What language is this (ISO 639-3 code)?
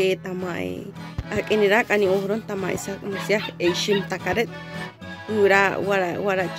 caa